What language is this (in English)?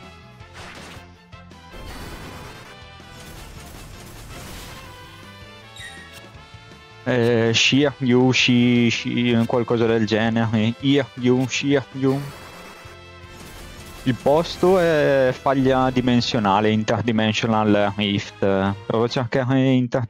Italian